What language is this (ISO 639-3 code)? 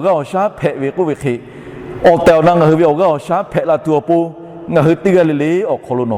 lhu